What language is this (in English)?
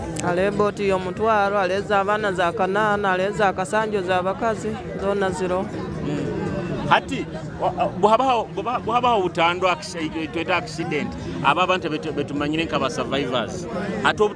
Nyoro